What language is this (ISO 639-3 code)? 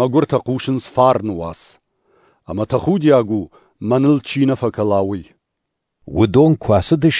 oss